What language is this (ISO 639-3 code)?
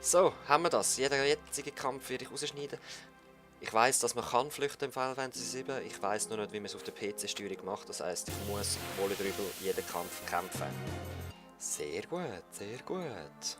gsw